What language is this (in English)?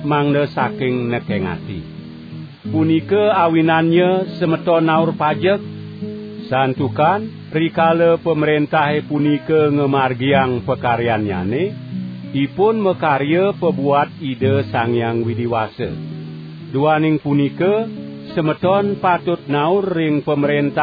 Balinese